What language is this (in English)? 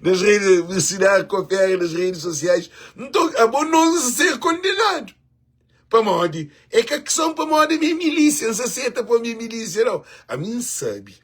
Kabuverdianu